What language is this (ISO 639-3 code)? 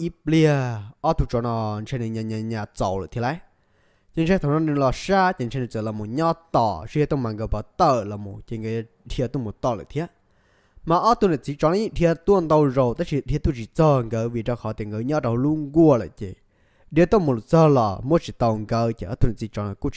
hmn